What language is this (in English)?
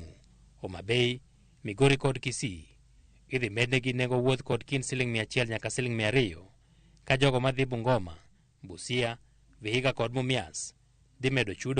Luo (Kenya and Tanzania)